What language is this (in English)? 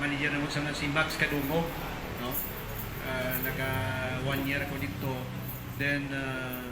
Hiligaynon